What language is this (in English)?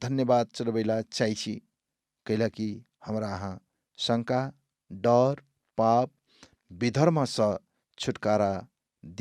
Maithili